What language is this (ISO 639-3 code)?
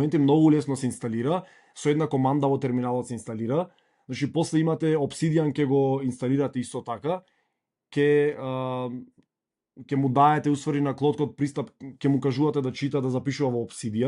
mkd